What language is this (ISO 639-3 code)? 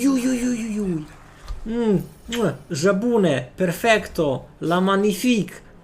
rue